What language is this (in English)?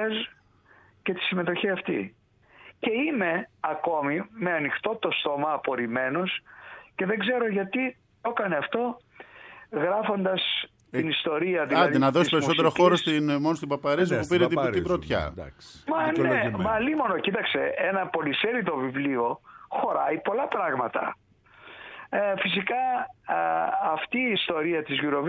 Greek